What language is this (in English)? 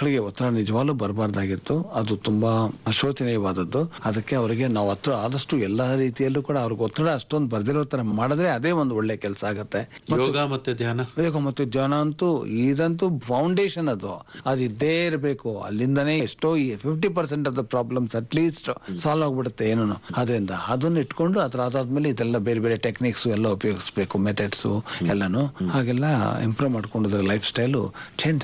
Kannada